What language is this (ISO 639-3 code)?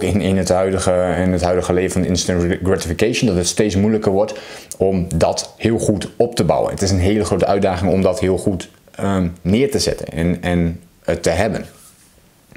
nld